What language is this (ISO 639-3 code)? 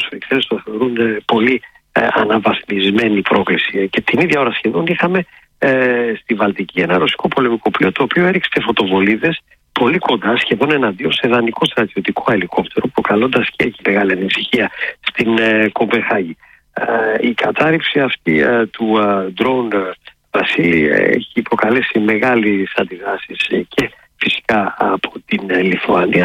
ell